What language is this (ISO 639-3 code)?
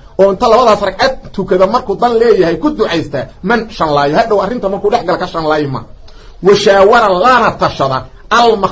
som